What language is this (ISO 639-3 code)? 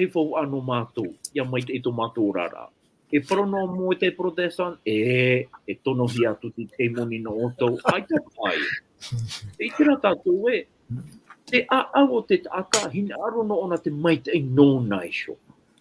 tah